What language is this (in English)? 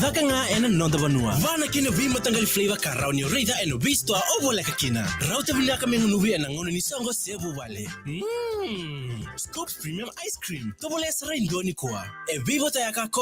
Fijian